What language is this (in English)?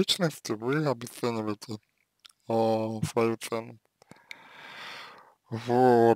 Russian